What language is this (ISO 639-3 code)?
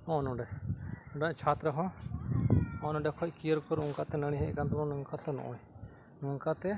sat